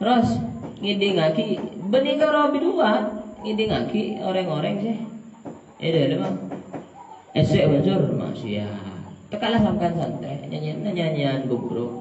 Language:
Madurese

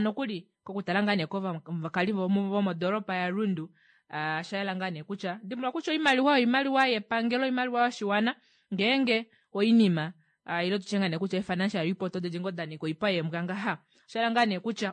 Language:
Kuanyama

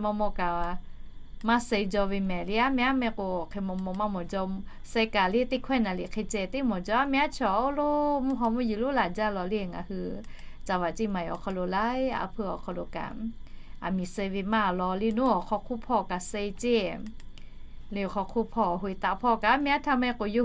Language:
Lahu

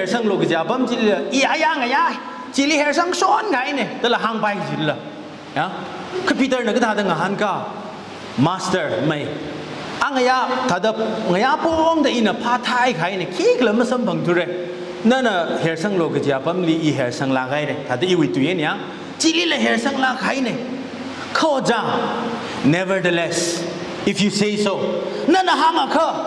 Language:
Tangkhul Naga (India)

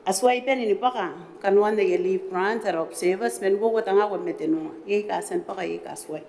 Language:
Gilbertese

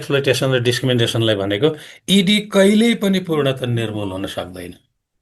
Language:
Nepali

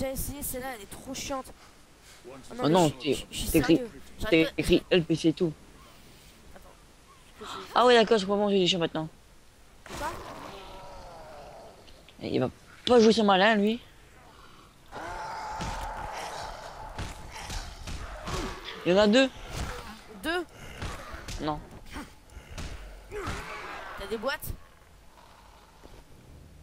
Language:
French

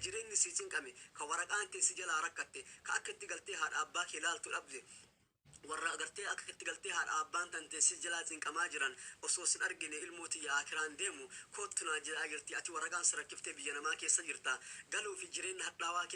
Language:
Oromo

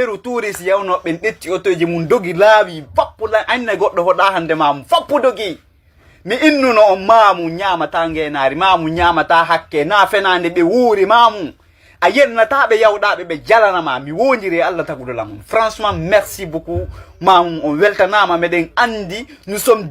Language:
Fula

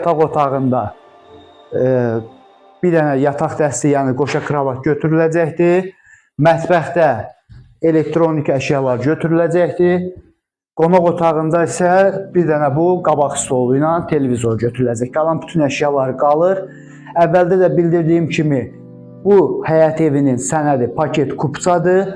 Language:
Azerbaijani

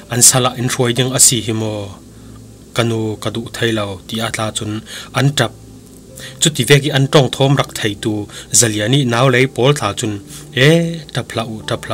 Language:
Falam Chin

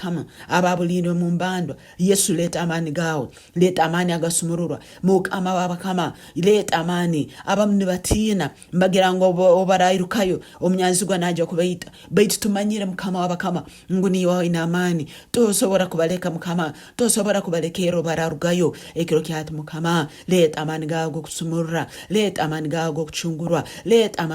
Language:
Nyoro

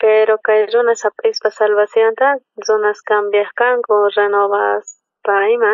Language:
South Bolivian Quechua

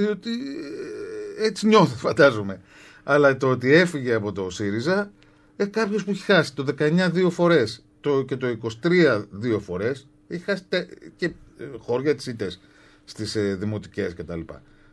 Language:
Greek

